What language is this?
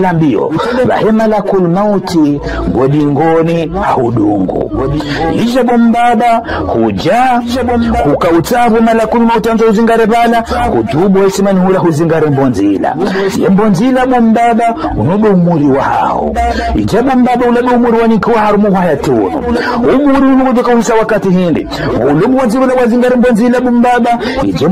Ngazidja Comorian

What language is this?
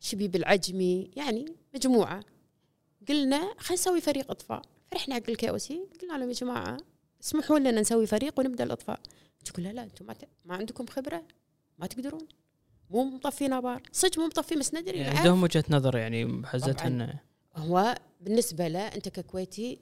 Gulf Arabic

